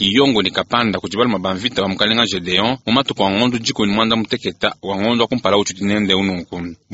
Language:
Luba-Lulua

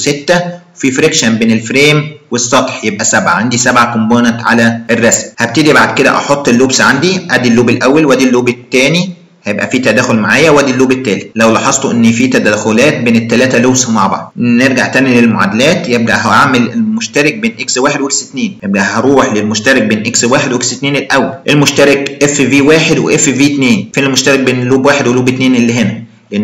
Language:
Egyptian Arabic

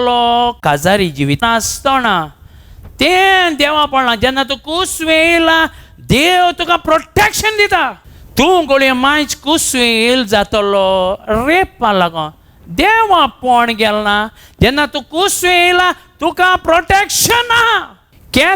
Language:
Konkani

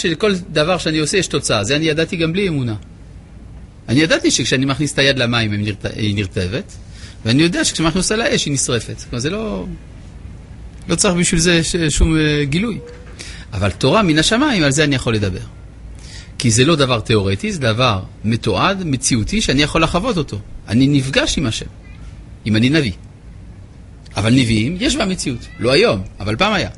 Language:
Hebrew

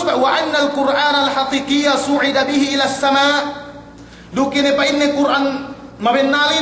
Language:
Yakan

